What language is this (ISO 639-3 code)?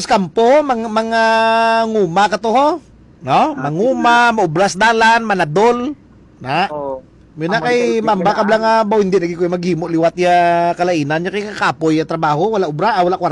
hil